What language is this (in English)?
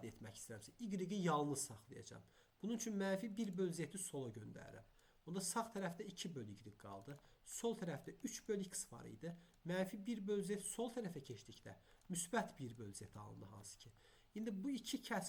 Azerbaijani